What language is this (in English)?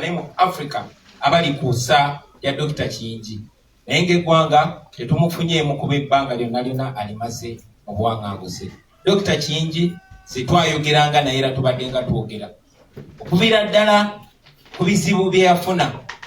Ganda